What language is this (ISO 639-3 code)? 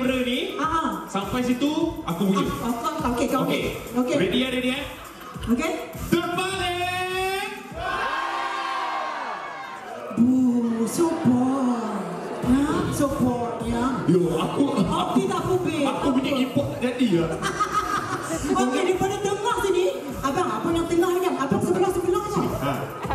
msa